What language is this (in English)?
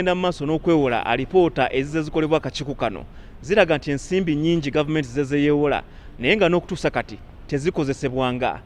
Ganda